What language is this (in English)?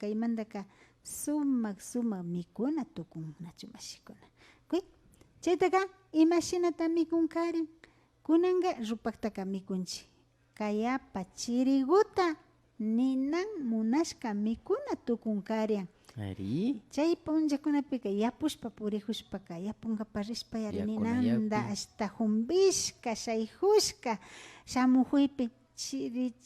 Imbabura Highland Quichua